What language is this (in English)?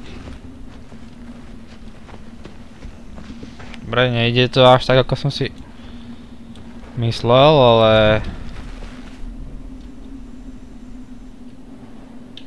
Slovak